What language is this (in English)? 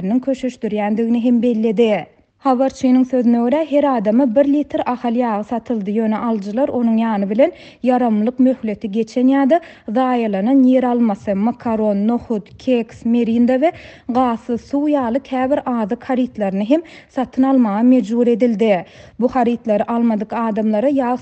Turkmen